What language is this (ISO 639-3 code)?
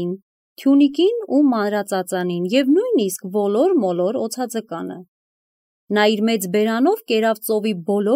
hye